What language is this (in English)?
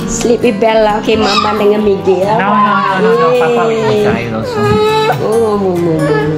Malay